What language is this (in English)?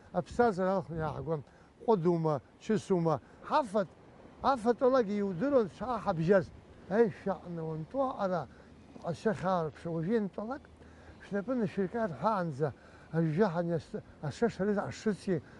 Abkhazian